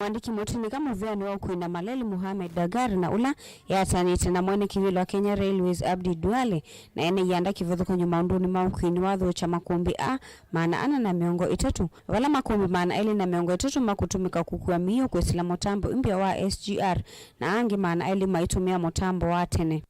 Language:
Kamba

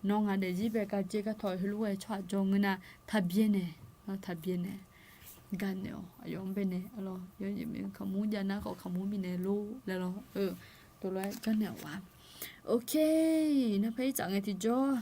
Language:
Akha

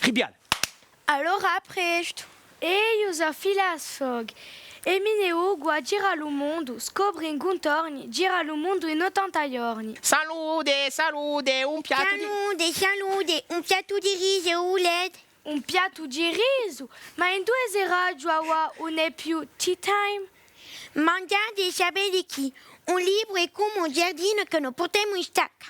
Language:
Corsican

